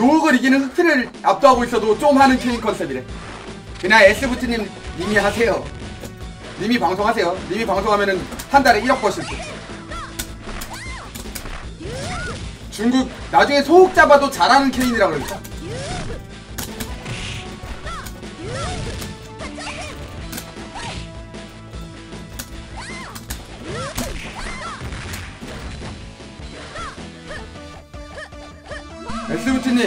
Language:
Korean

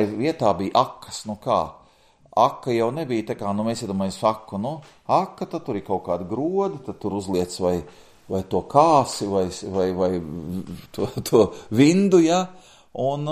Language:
Latvian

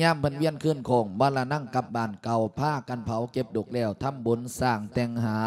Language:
Lao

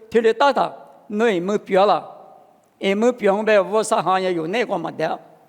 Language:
Lisu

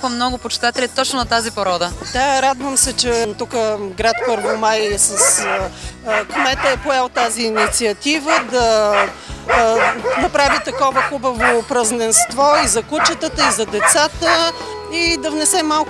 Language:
Bulgarian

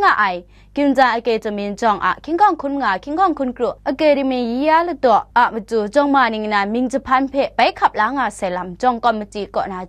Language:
Kachin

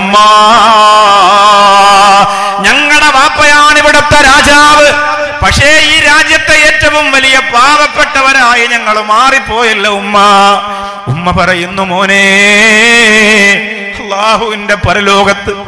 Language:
Malayalam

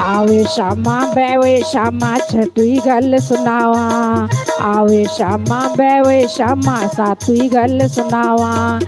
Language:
Dogri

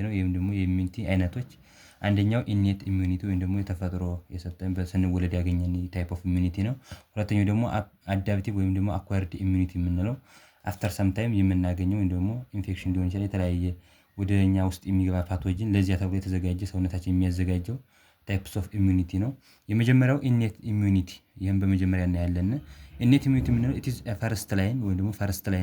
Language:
Amharic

